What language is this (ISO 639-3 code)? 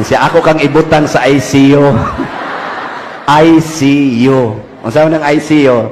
ceb